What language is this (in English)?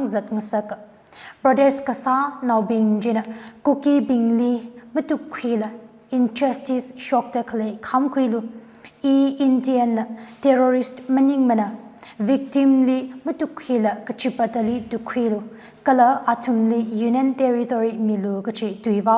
Tangkhul Naga (India)